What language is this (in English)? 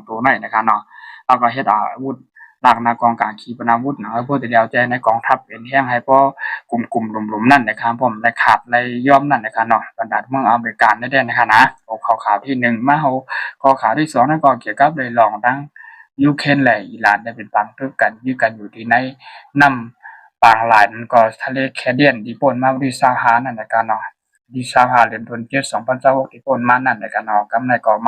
Shan